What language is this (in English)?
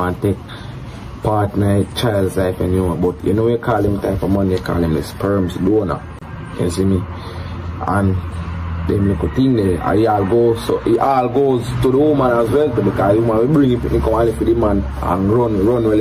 Jamaican Creole English